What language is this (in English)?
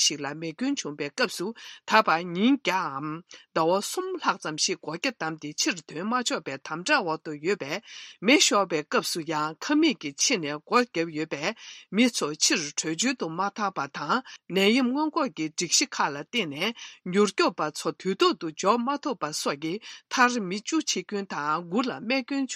Tibetan